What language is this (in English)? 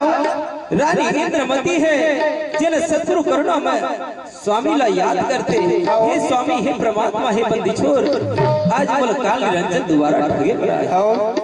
Chhattisgarhi